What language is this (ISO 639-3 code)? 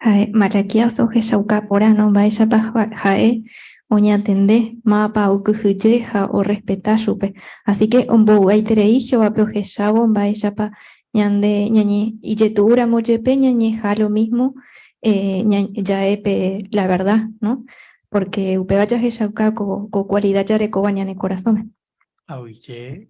grn